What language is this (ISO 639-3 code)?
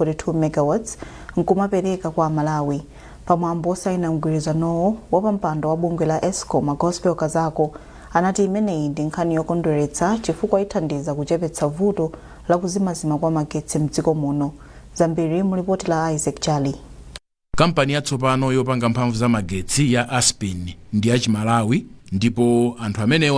nya